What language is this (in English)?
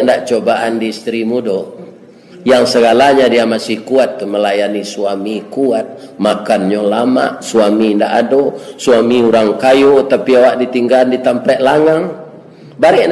Minangkabau